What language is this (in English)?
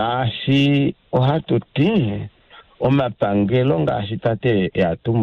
Kuanyama